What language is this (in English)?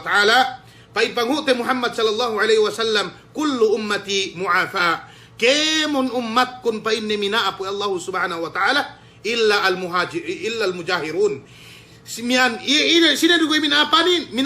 Yakan